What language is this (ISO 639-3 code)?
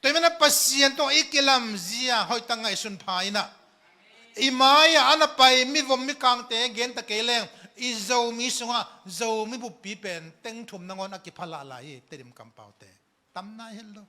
ctd